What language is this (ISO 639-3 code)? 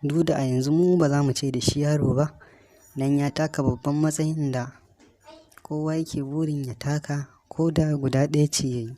hau